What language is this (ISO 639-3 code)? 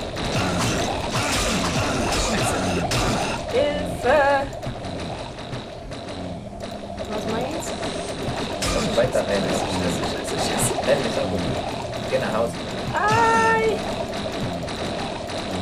deu